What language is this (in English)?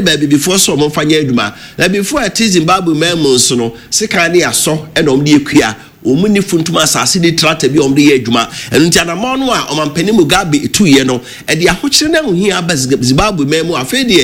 Akan